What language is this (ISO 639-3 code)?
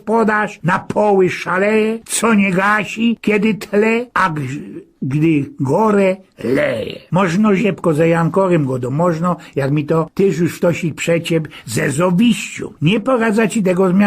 szl